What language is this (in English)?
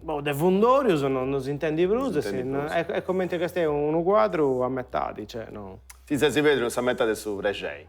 Sardinian